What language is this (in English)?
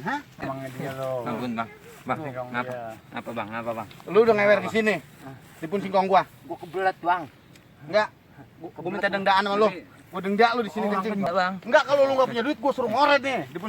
Betawi